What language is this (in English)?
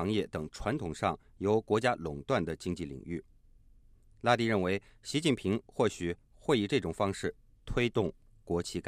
Chinese